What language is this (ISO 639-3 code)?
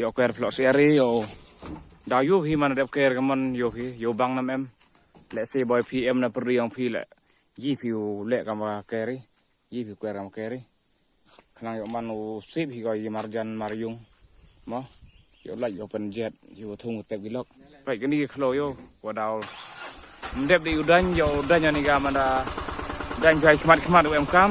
kha